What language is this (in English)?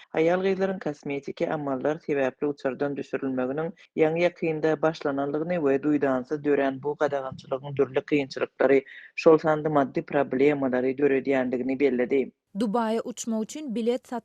Turkmen